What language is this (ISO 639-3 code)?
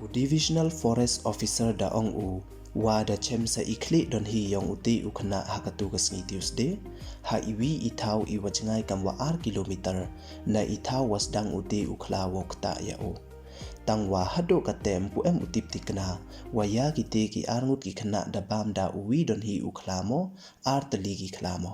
pbv